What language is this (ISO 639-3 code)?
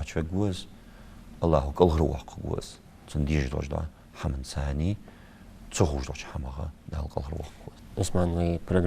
inh